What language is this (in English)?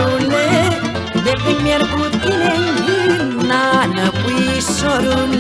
Romanian